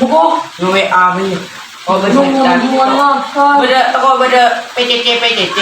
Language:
Madurese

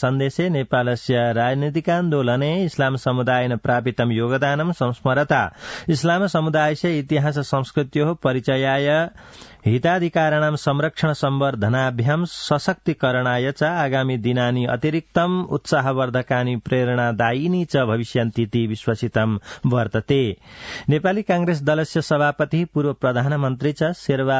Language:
Sanskrit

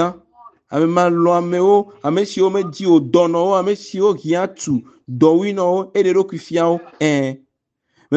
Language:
Ewe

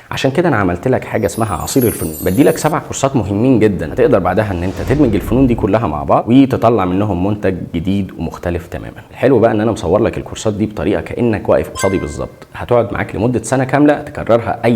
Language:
Egyptian Arabic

